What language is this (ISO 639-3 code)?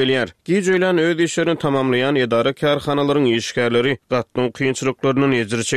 tuk